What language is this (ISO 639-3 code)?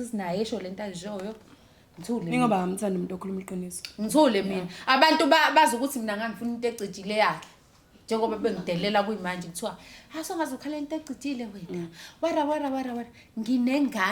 zul